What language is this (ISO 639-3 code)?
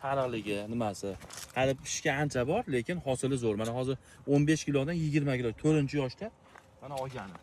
uzb